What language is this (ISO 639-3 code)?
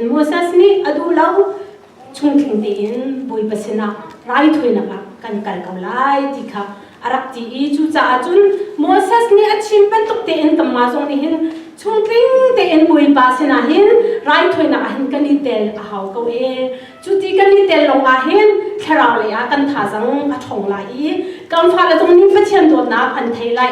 cnh